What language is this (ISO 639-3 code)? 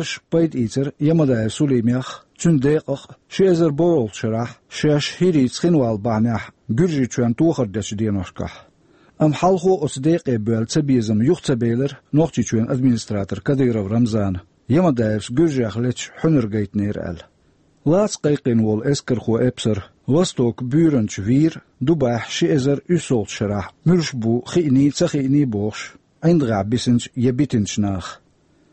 che